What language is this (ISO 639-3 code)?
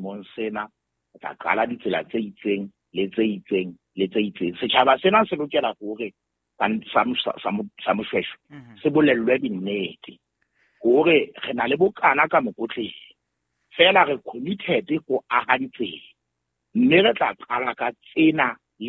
sot